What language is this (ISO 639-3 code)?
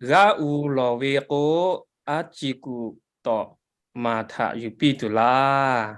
lhu